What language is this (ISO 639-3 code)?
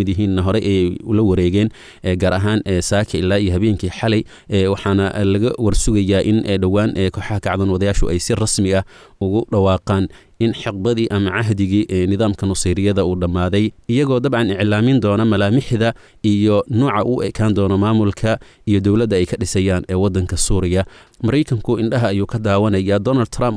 som